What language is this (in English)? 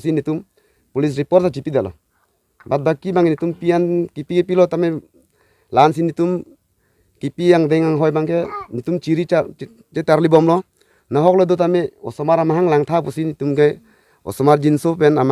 Karbi